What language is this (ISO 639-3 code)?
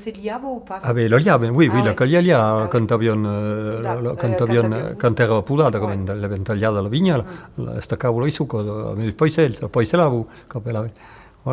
oci